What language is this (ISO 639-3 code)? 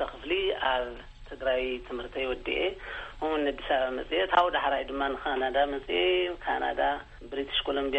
tir